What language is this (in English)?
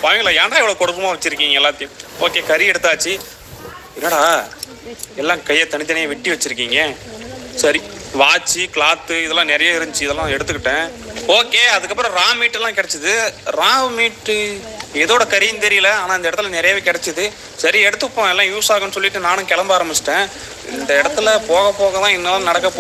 Tamil